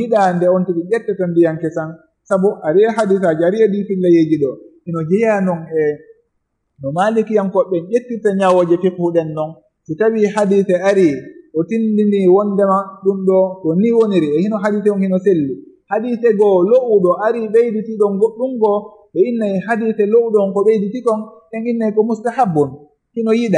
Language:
Fula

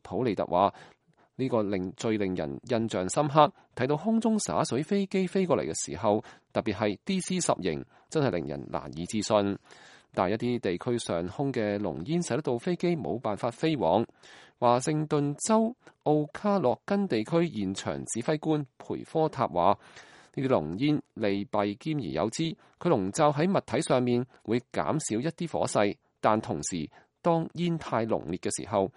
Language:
Cantonese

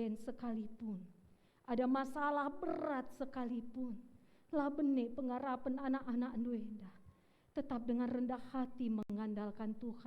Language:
Batak Karo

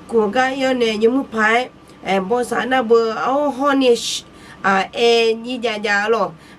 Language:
Akha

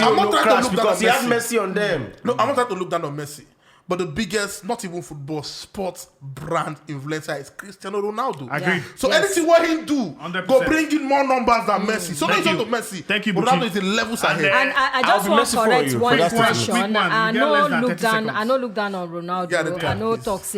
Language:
Nigerian Pidgin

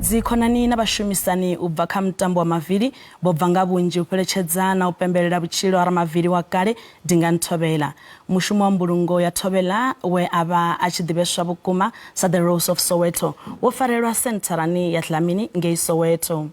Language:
Venda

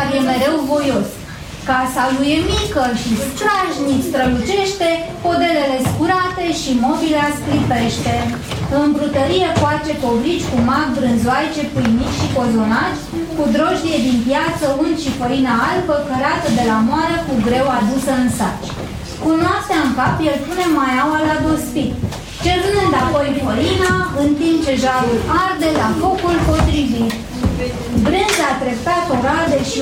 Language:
Romanian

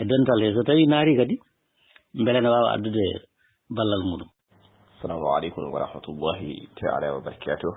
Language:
Fula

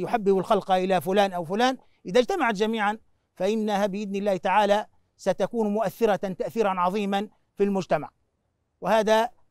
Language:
Arabic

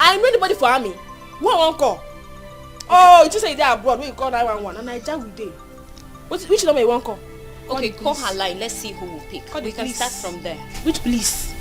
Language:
Nigerian Pidgin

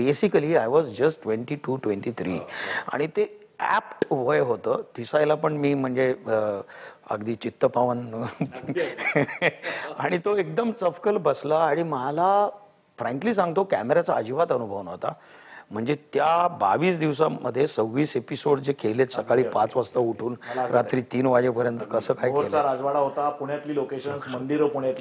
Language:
Marathi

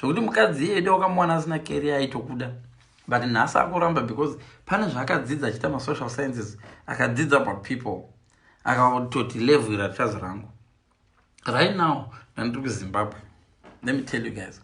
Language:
Shona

